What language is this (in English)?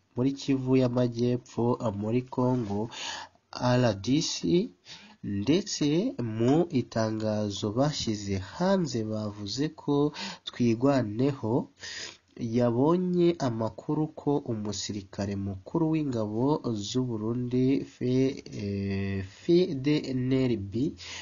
Kinyarwanda